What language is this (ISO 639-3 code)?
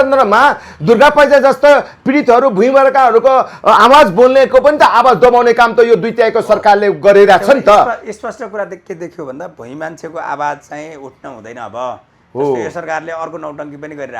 nep